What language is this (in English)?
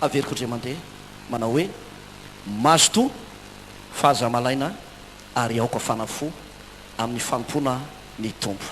Malagasy